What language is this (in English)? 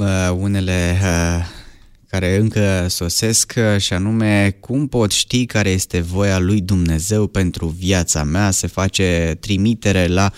Romanian